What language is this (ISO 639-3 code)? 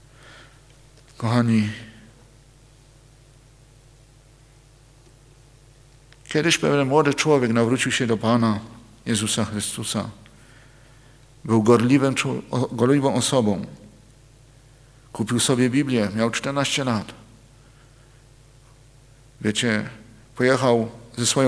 pol